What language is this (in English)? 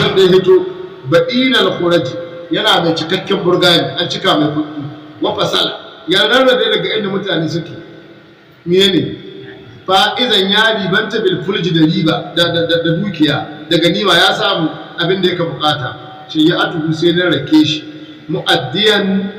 Hausa